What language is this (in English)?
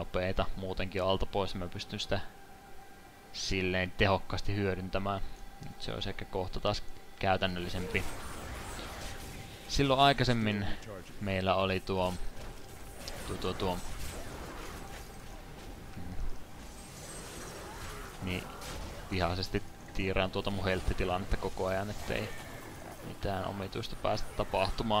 Finnish